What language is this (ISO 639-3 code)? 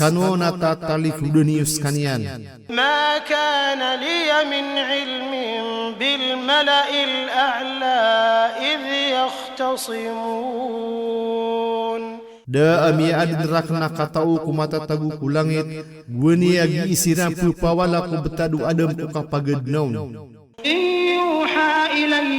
mrw